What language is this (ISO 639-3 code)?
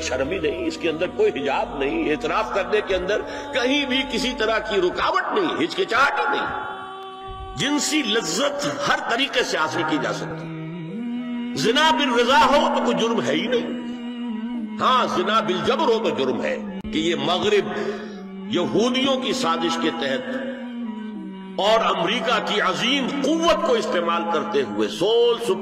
urd